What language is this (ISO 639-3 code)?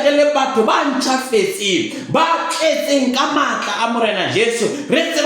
sot